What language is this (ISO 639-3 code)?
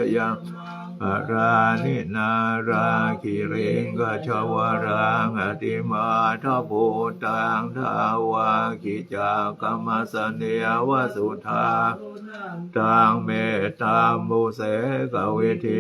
pli